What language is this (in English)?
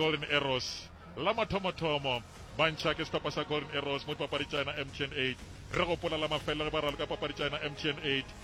Northern Sotho